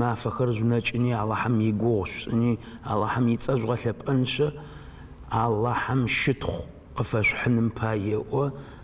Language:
Adyghe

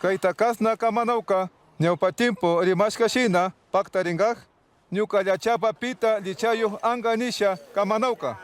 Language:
Chimborazo Highland Quichua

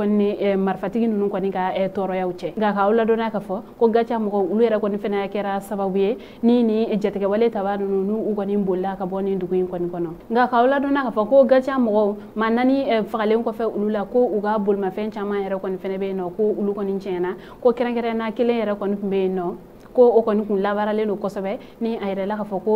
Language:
Bambara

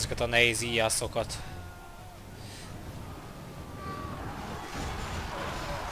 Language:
Hungarian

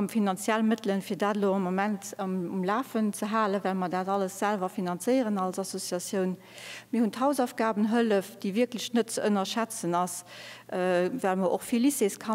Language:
Luxembourgish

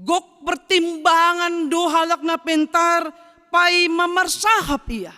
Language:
Batak Simalungun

